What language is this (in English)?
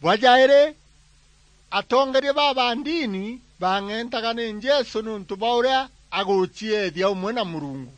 Meru